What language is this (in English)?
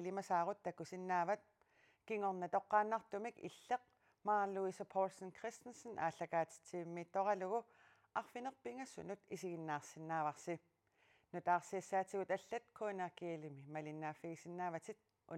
Kalaallisut